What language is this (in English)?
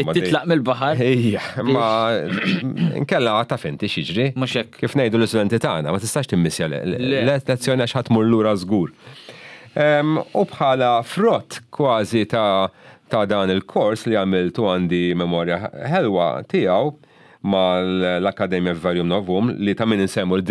Maltese